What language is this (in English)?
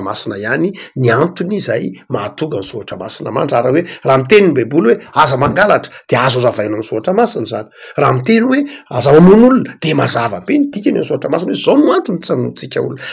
Malagasy